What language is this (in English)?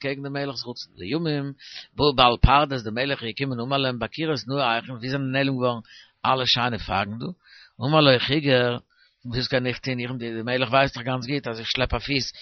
Yiddish